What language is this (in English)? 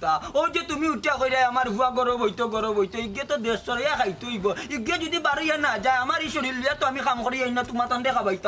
Sylheti